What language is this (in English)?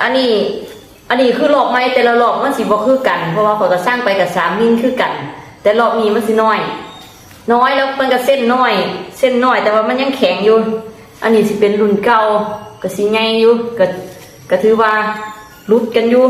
Northeastern Thai